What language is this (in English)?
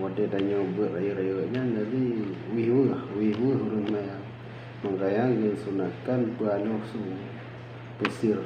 Achinese